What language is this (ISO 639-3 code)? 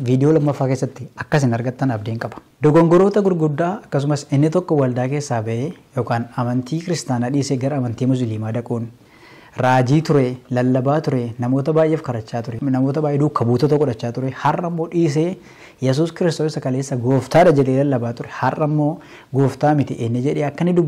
orm